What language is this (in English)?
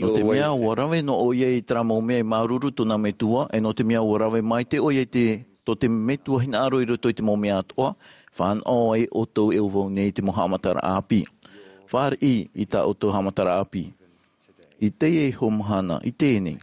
Tahitian